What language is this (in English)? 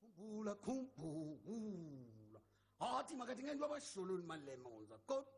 Tsonga